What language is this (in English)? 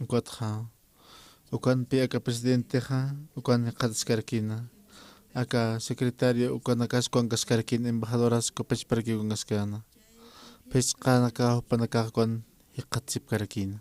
Aymara